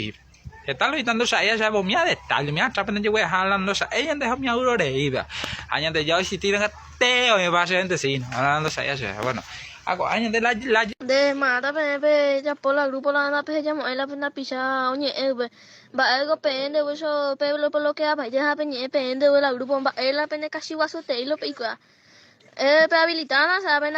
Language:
Guarani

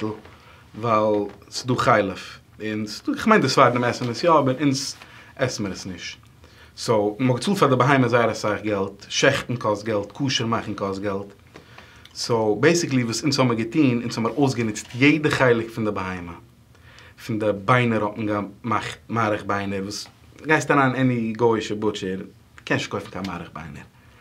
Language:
Yiddish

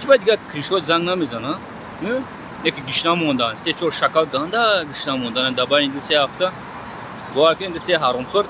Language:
Tajik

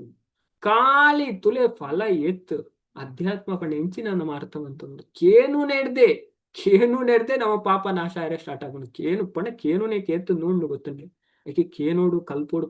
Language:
Tulu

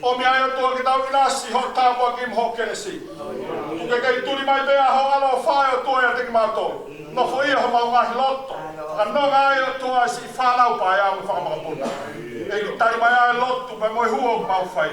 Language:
Tongan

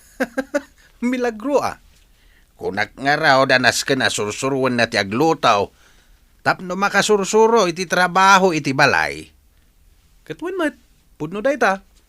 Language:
Iloko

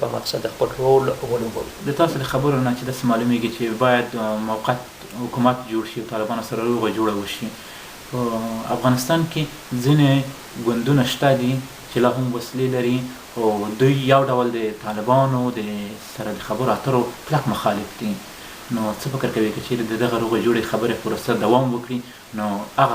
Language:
Pashto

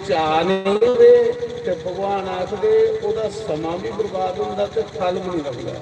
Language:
Dogri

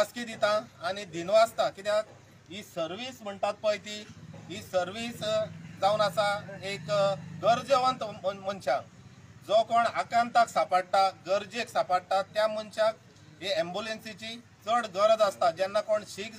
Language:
Konkani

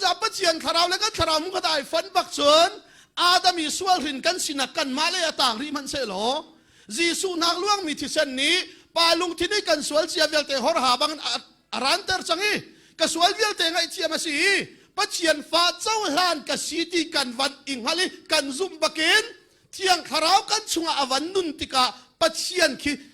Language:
Hakha Chin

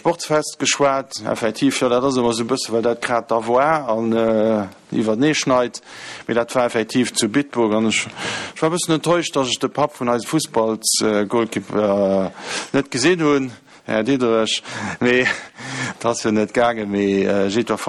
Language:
Luxembourgish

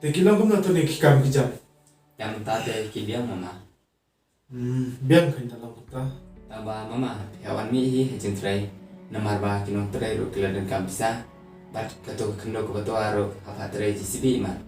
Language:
Khasi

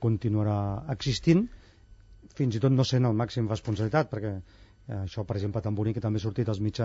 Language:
Catalan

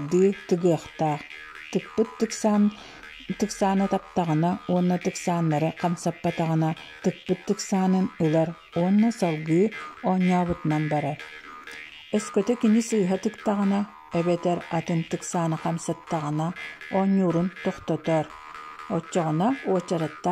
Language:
Yakut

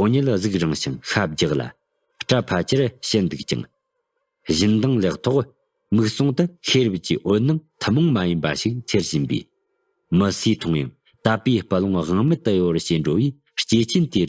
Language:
Tibetan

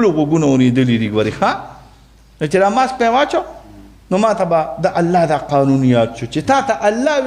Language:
Pashto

